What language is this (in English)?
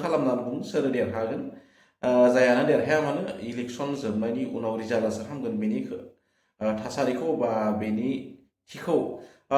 Bodo